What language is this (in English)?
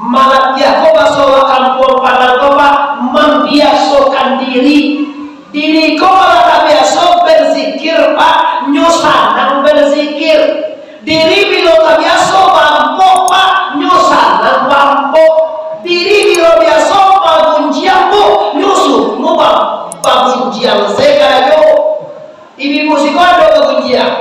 Minangkabau